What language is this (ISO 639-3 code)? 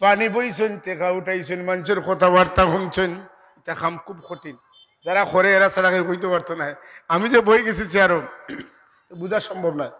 syl